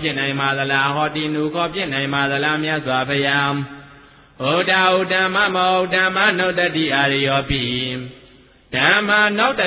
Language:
Burmese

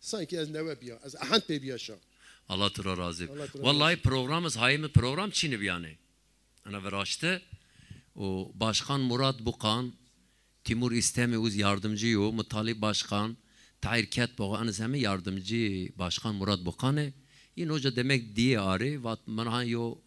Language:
Zaza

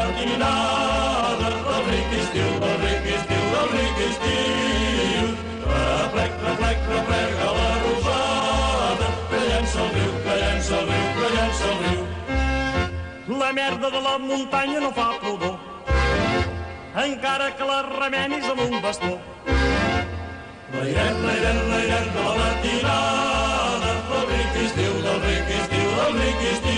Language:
Catalan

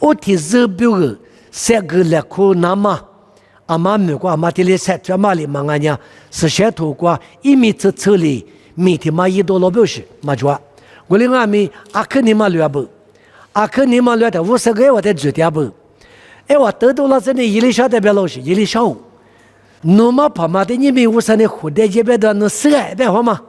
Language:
Lisu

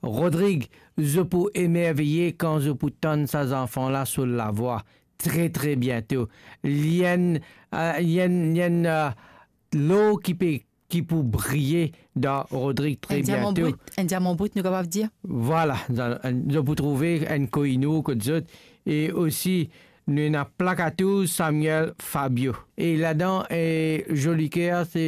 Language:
Morisyen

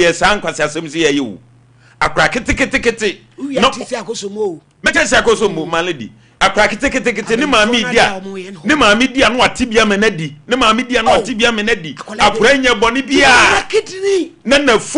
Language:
Akan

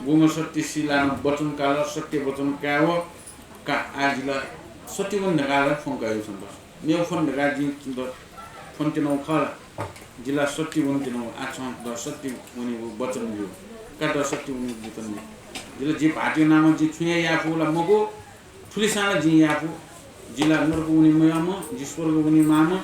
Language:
Newari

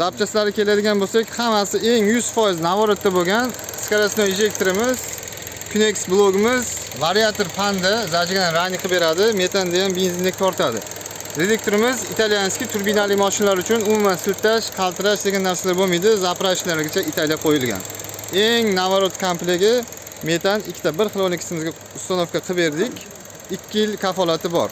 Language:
Uzbek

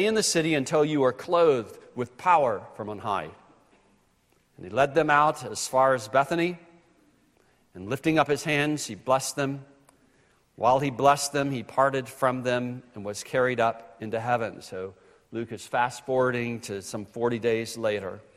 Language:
English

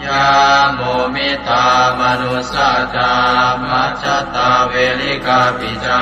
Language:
Pali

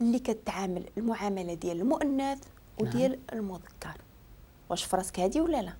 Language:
Moroccan Arabic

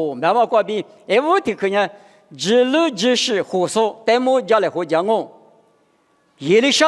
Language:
Lisu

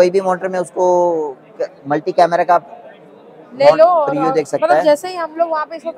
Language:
Hindi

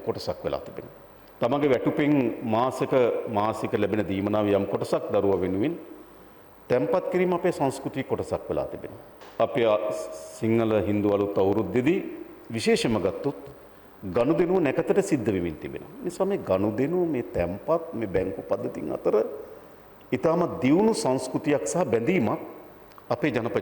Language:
Sinhala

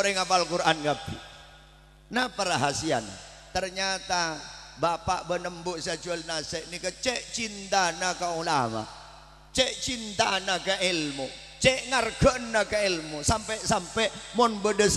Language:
Madurese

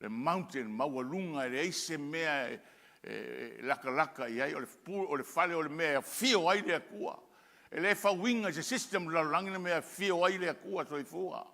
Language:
Samoan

